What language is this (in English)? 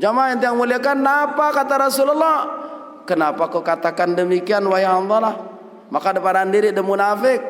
Sasak